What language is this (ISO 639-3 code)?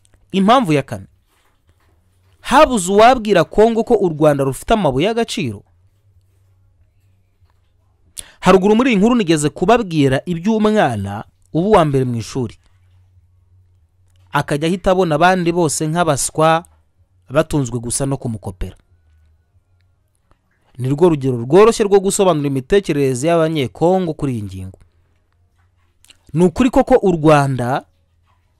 kin